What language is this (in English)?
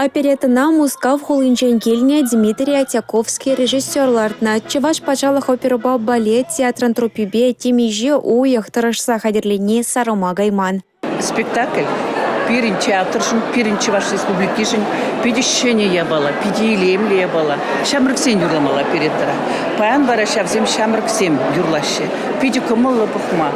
Chuvash